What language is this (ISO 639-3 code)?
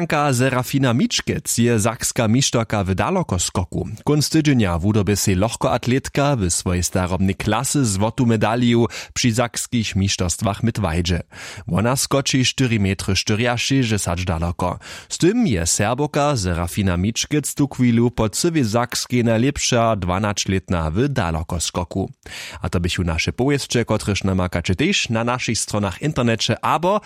hsb